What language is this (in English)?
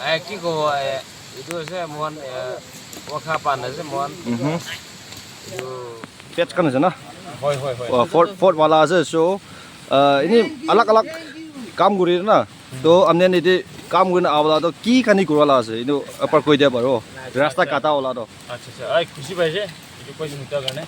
Naga Pidgin